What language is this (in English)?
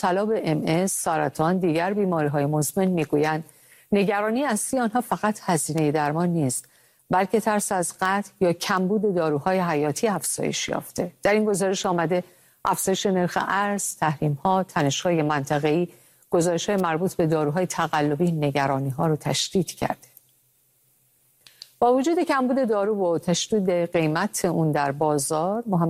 Persian